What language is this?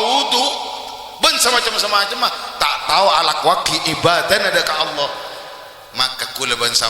Madurese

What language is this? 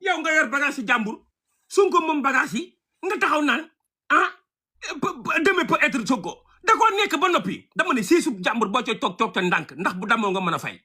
Wolof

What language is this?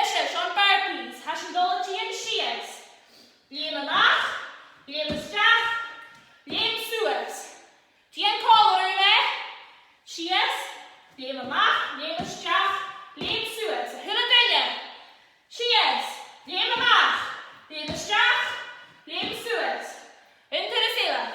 Scottish Gaelic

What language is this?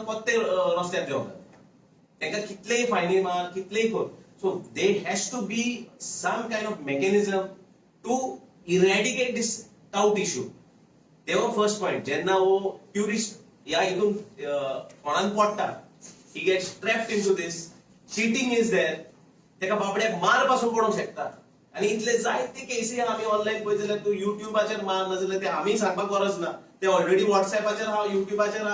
Konkani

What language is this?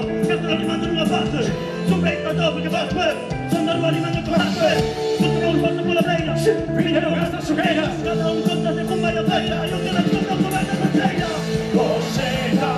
Galician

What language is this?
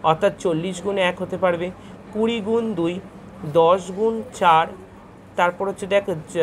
Bangla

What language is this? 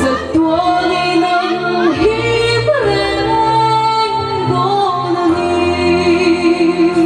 Hmar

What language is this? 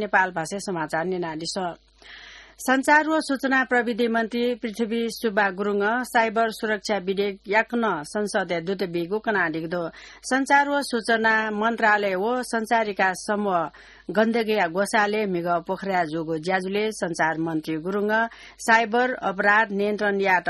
Newari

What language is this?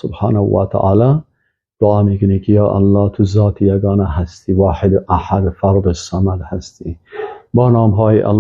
Persian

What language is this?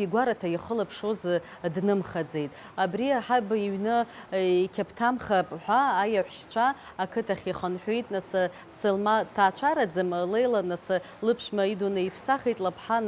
Abkhazian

